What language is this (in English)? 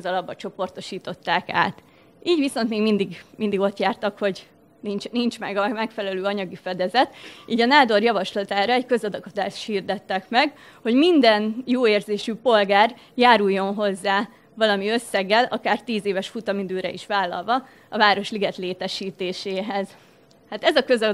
Hungarian